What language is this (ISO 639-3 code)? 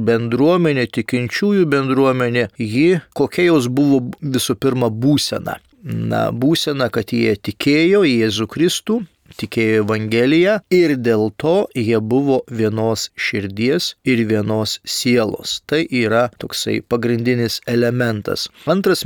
lit